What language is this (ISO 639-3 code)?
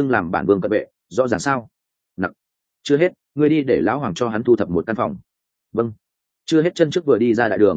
vie